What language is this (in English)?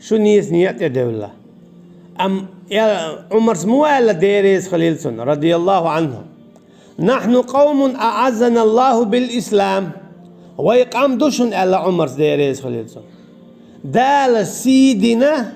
Chechen